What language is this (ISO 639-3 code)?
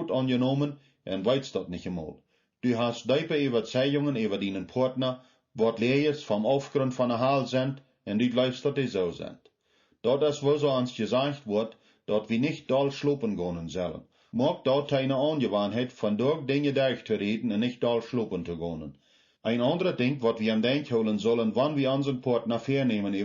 pdt